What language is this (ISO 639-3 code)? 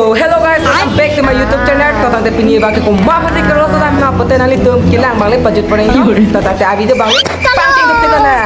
mjw